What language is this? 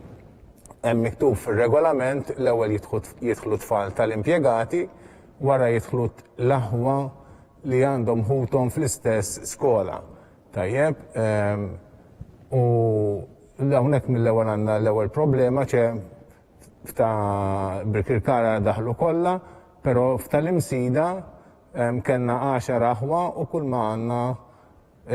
Maltese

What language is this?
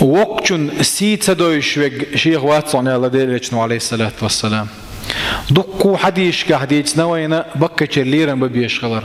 Chechen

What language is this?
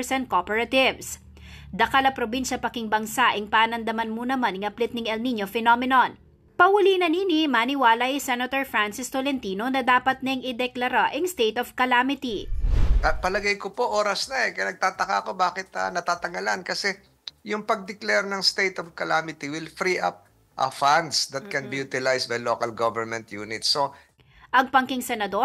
Pampanga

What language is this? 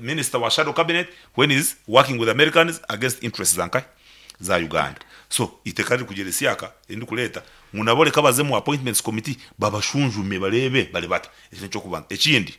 Nyankole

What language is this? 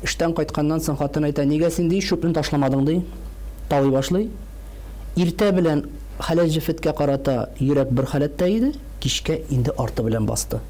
Tatar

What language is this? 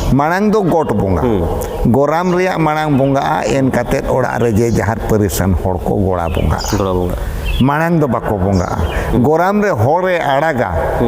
Santali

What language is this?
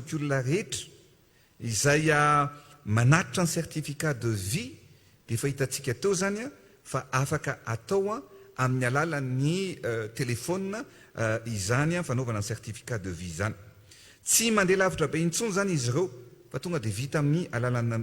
Malagasy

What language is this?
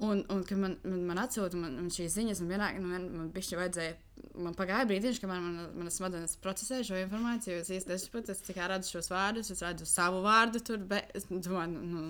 Latvian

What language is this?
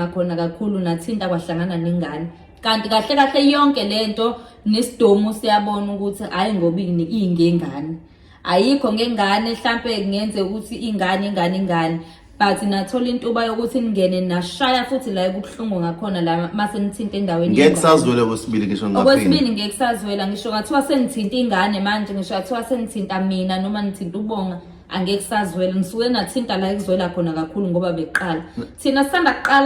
Zulu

